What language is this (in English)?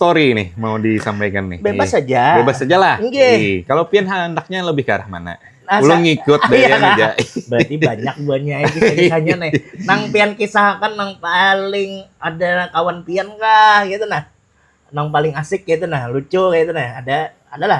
Banjar